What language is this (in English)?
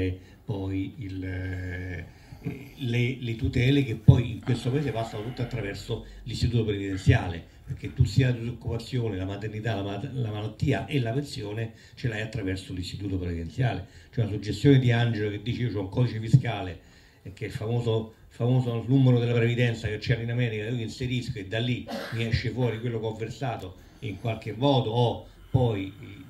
Italian